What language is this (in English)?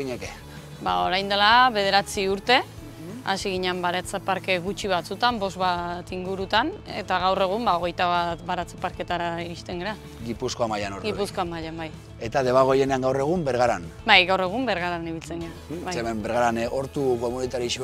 Basque